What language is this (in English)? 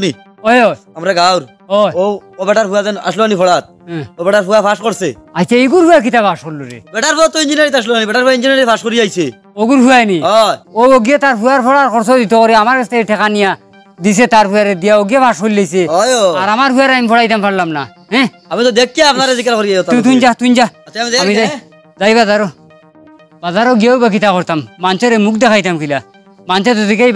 Sylheti